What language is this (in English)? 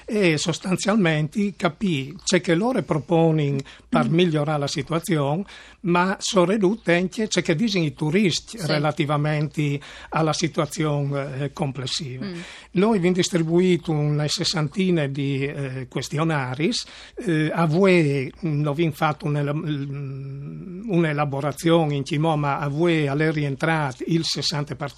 Friulian